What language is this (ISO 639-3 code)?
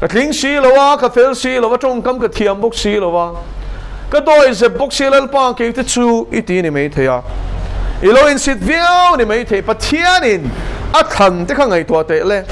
lus